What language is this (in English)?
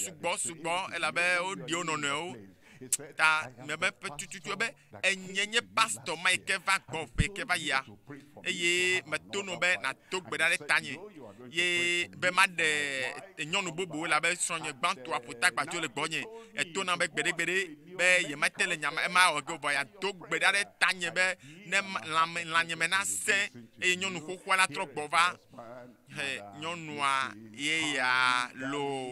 Ewe